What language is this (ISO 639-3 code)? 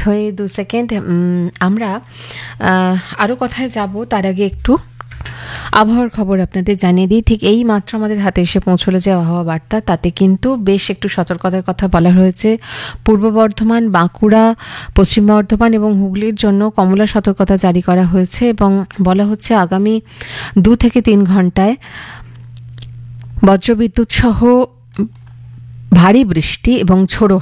ben